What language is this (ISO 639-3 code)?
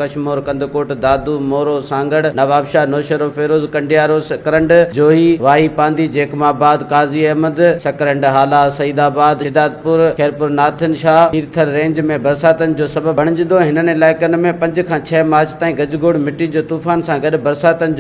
snd